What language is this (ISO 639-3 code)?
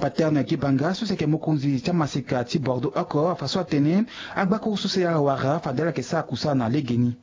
sag